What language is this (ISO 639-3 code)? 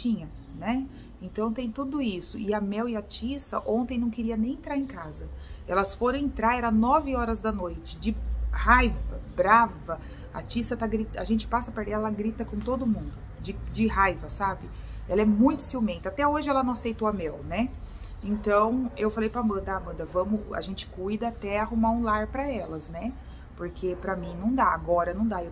por